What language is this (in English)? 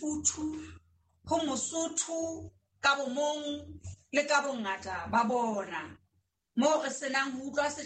Southern Sotho